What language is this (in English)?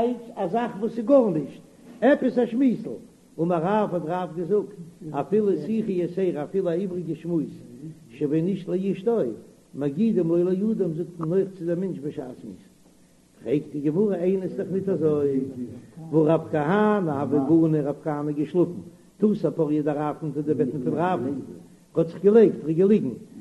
Yiddish